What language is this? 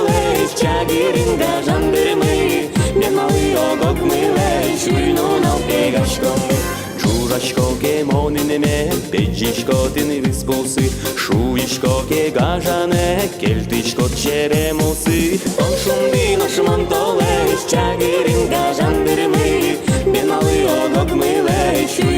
Udmurt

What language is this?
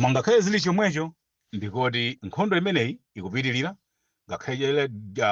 Nyanja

